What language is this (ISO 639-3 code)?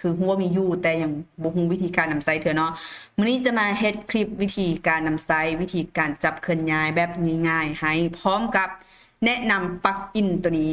lao